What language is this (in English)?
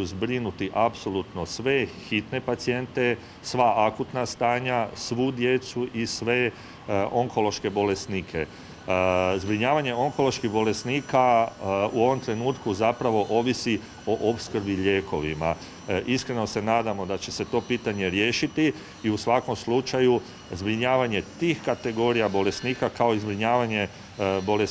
Croatian